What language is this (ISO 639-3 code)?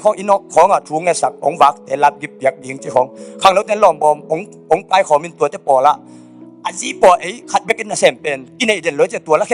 ctd